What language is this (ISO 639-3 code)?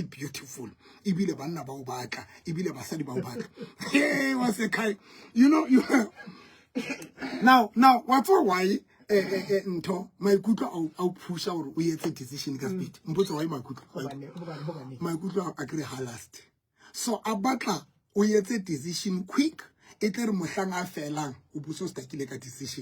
sot